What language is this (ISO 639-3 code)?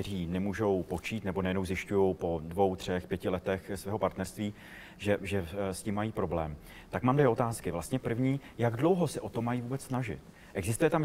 ces